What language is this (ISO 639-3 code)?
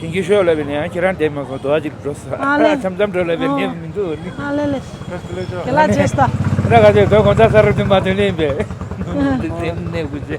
bod